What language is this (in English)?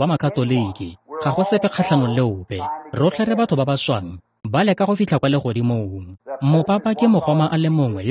Tswana